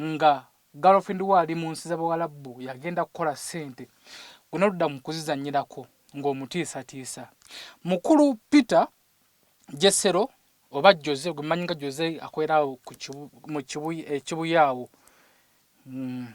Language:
Ganda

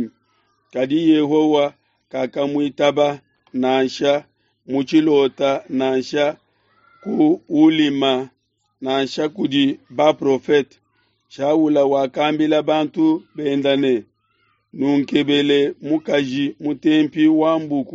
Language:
Luba-Lulua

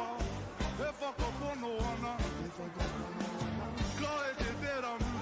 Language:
Māori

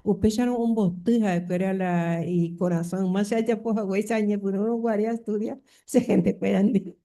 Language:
Guarani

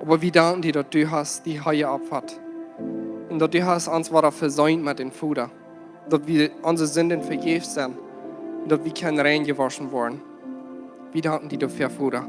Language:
Plautdietsch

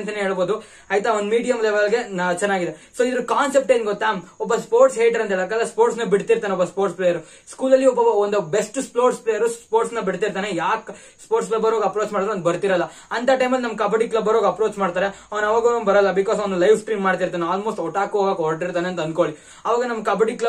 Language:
Kannada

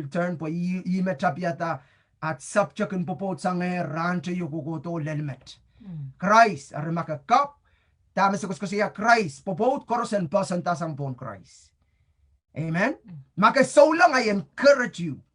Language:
Pohnpeian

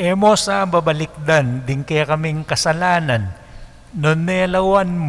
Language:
Pampanga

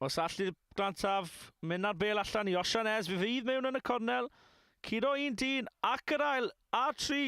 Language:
Welsh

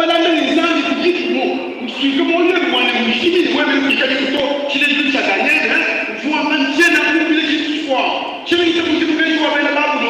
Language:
Luba-Lulua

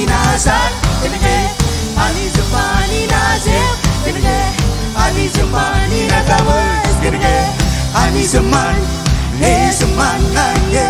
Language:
Marshallese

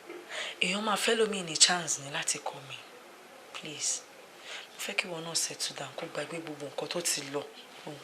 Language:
Yoruba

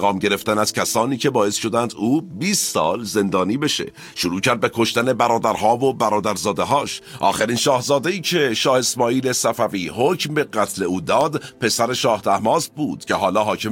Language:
Persian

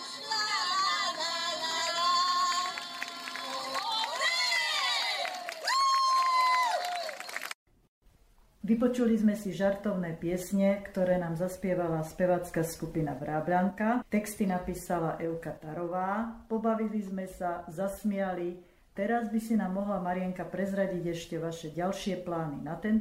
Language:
Slovak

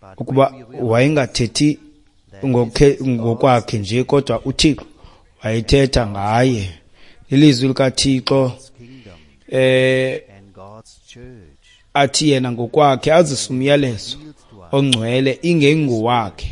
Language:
Xhosa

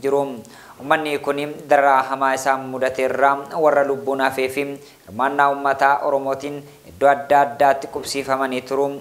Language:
Oromo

